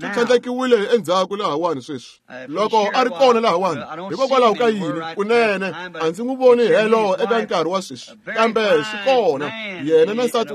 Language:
Tsonga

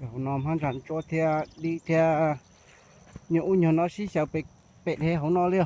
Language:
Hmong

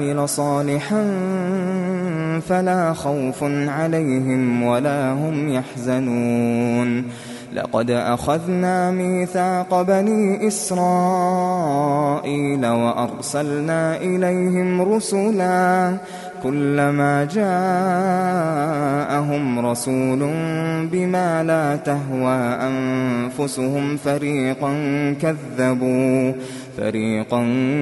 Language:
Arabic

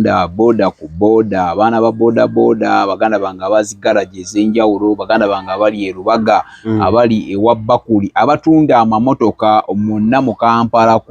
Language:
Ganda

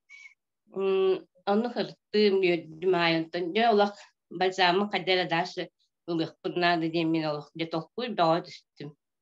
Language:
Yakut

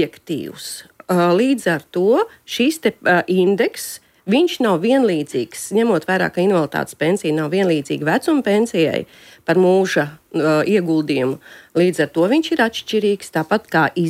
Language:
Latvian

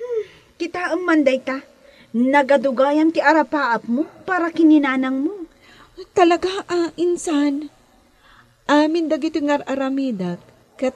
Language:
Iloko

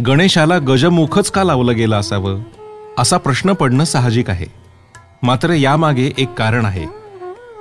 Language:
Marathi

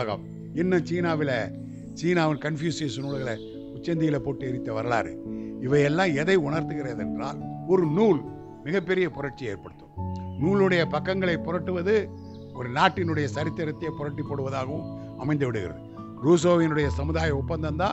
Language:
Tamil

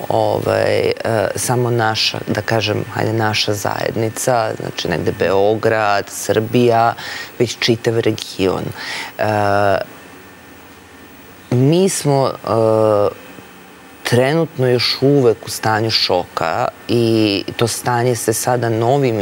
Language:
Serbian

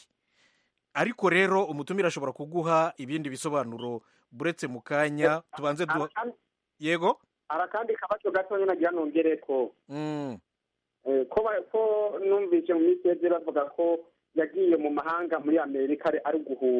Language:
Kinyarwanda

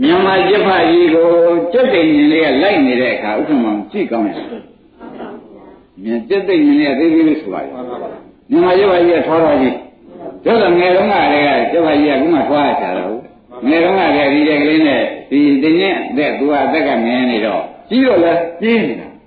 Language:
Burmese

